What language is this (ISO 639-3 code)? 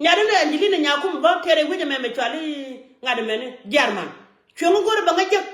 nus